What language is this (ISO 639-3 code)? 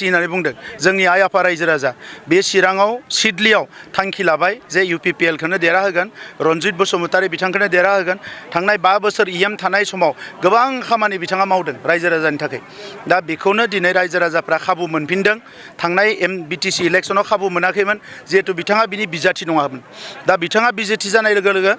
brx